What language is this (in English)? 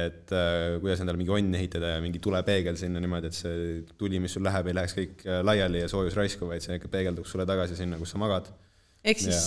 Estonian